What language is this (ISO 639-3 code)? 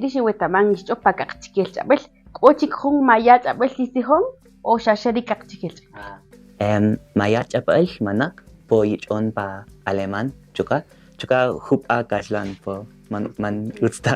cak